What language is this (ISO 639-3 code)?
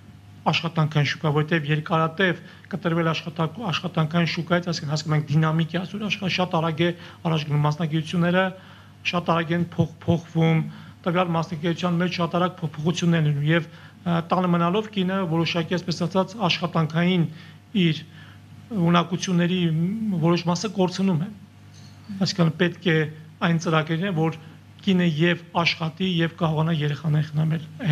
hye